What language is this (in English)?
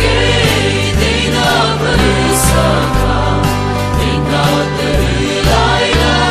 Mara Chin